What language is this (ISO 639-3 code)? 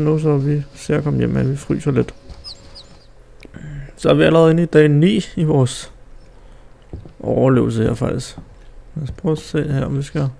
dan